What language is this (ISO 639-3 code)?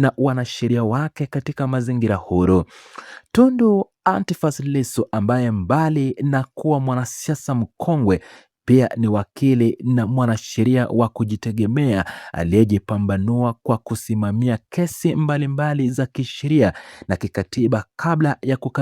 swa